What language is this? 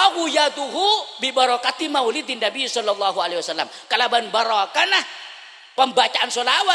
Madurese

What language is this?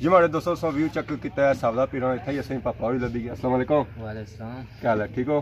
Pahari-Potwari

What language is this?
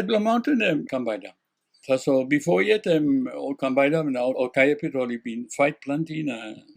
Tok Pisin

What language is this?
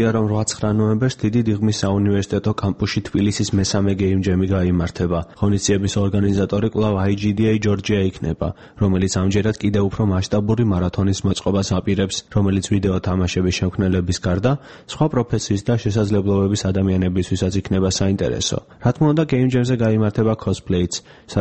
Georgian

